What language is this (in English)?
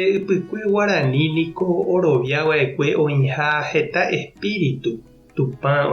Guarani